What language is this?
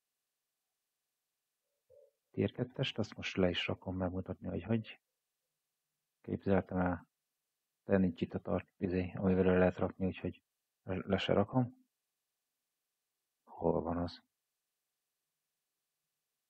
Hungarian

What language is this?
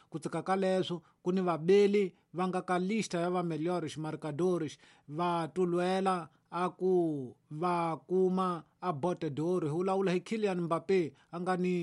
Tsonga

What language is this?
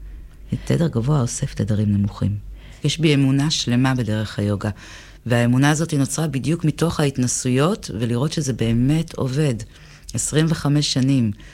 Hebrew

